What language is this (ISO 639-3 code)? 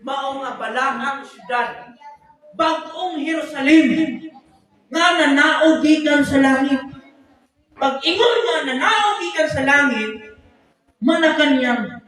ceb